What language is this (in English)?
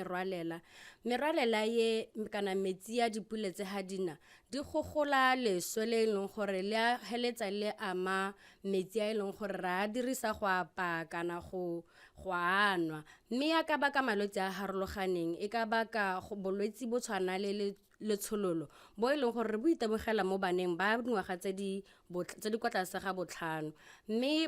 Tswana